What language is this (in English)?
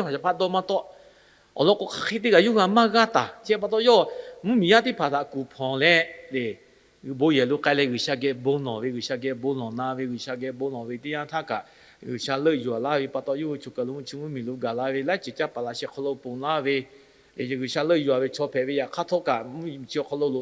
Lahu